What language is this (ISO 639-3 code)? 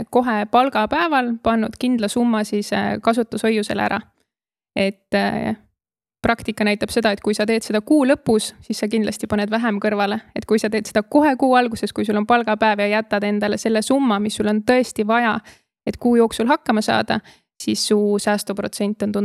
est